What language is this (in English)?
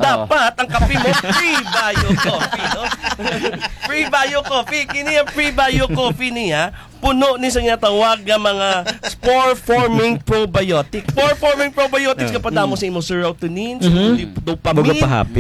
Kinaray-a